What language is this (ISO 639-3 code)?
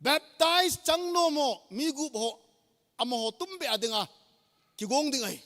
tcz